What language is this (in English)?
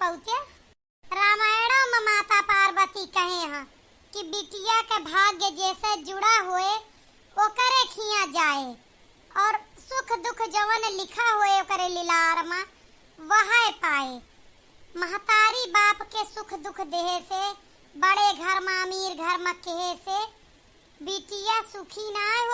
Awadhi